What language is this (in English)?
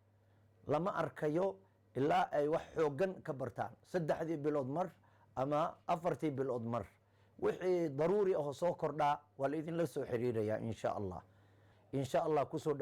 Somali